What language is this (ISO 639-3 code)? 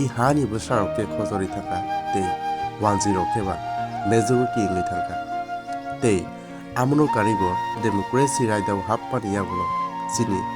trp